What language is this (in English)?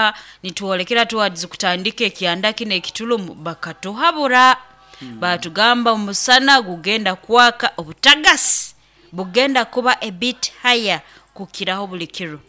Nyoro